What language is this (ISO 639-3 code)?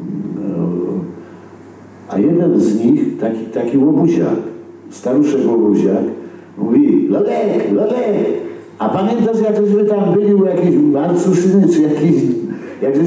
pol